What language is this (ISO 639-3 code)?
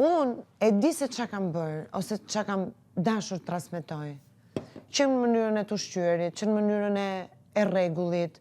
sqi